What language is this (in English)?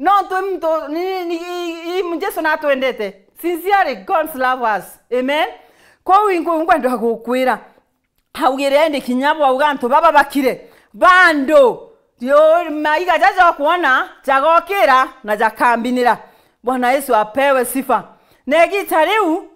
Meru